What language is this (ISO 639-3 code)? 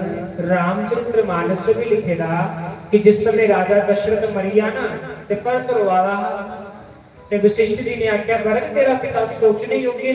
doi